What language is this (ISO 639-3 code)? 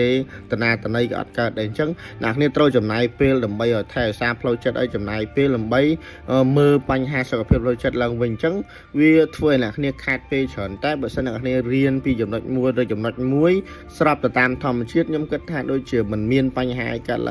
khm